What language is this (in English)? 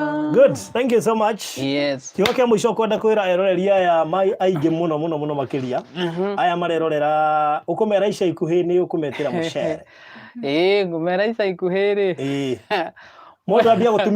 Kikuyu